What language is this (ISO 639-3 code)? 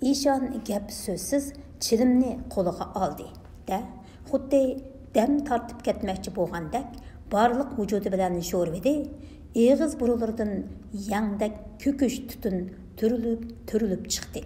uig